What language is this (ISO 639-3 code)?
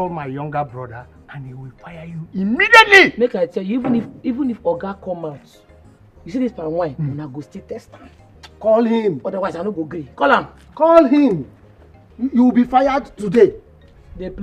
pcm